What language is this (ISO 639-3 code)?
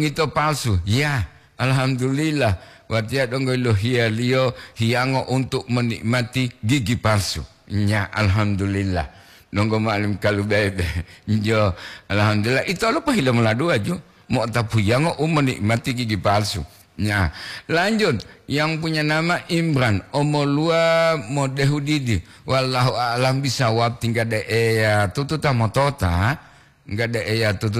gor